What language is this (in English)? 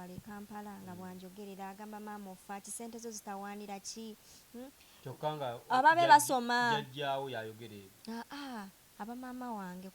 Ganda